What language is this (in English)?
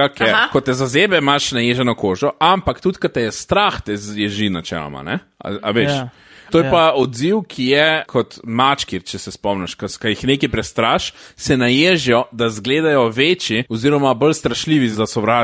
Slovenian